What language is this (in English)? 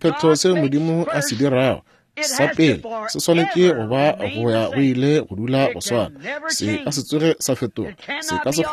Northern Sotho